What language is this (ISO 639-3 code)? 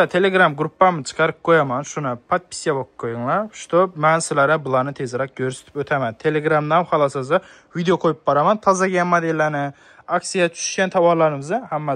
uzb